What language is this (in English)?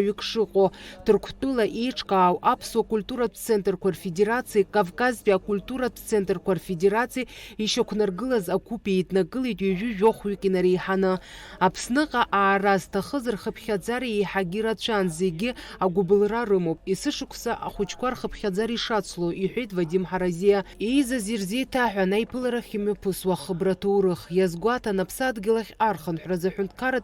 Abkhazian